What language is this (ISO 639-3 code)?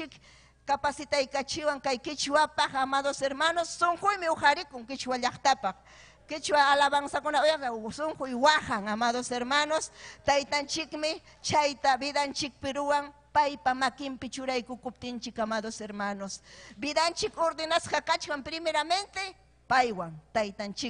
quy